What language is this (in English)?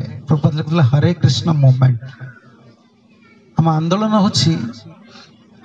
Odia